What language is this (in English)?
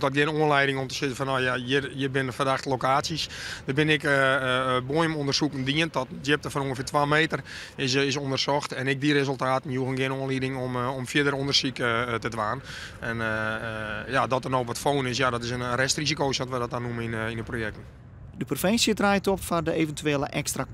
Western Frisian